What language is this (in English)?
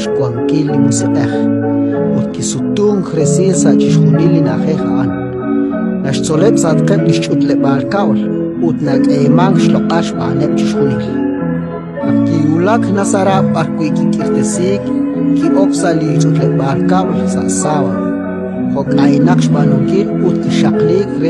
Kekchí